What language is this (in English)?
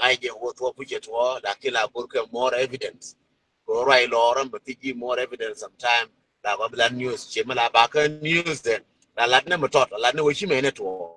Nuer